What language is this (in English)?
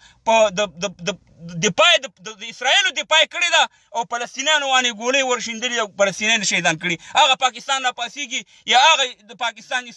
Pashto